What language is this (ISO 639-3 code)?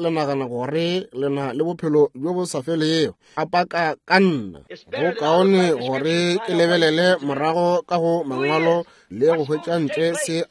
nso